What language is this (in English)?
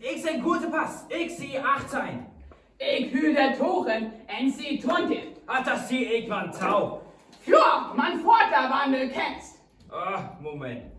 Northern Frisian